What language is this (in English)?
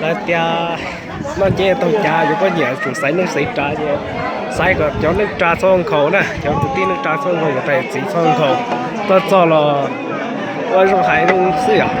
Hmong